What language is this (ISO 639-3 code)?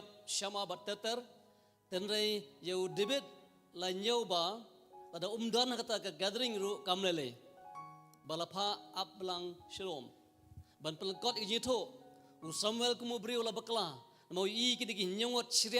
kha